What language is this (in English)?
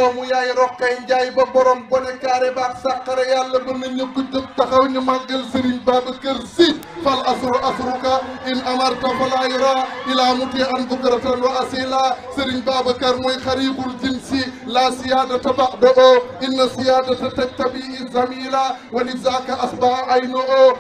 Wolof